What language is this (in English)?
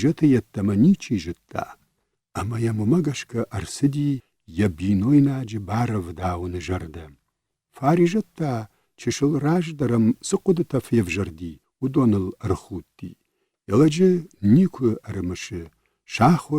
Ossetic